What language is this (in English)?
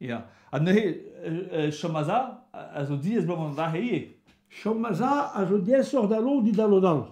Breton